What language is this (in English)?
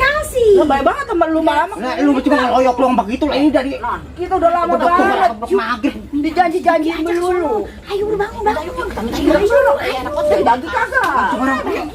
Betawi